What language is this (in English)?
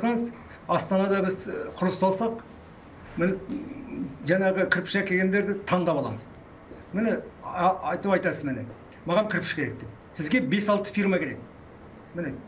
Kazakh